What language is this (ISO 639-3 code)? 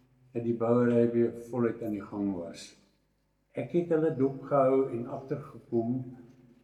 afr